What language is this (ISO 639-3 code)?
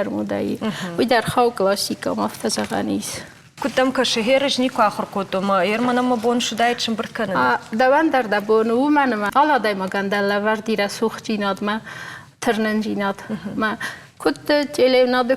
oss